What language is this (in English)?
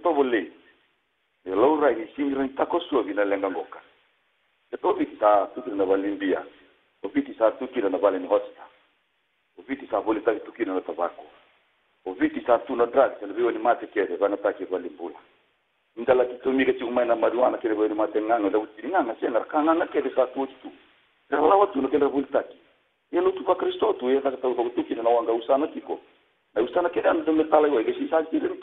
Fijian